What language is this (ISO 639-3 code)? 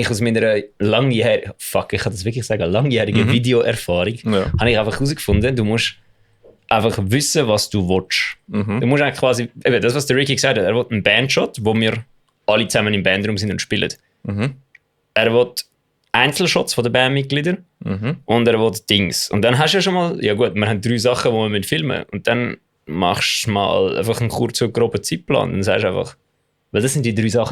gsw